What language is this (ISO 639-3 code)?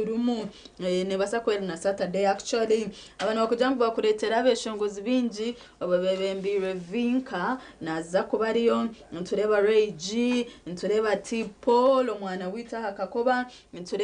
nyn